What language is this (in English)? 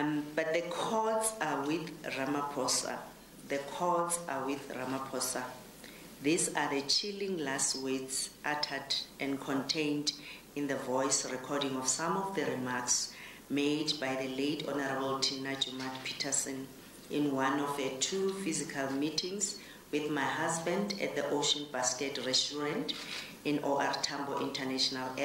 English